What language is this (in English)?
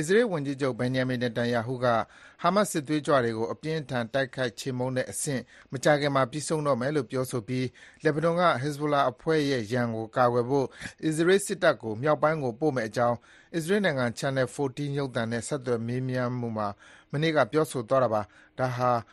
Burmese